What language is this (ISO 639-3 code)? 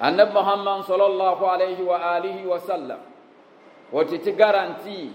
dag